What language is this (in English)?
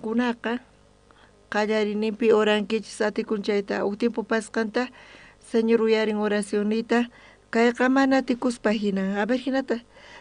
South Bolivian Quechua